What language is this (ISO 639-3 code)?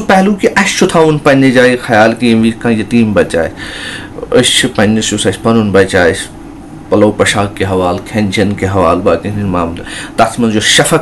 kas